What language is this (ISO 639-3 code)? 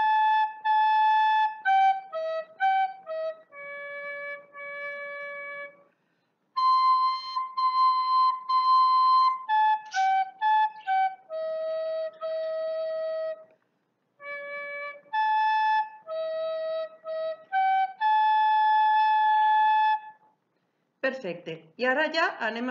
cat